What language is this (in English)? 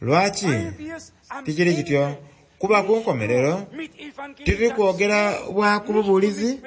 Soga